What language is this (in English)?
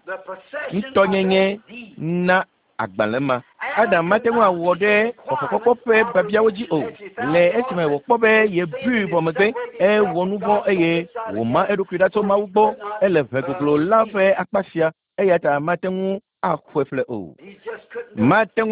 Ewe